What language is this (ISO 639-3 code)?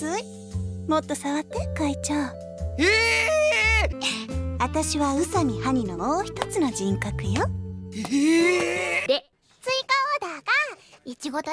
jpn